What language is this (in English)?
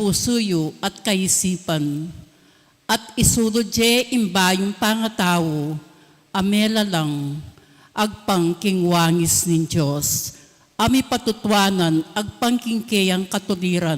Pampanga